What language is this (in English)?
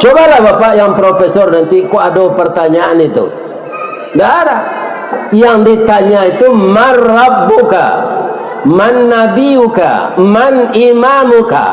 Minangkabau